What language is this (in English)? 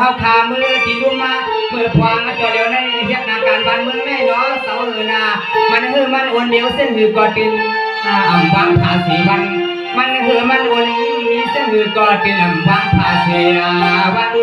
Shan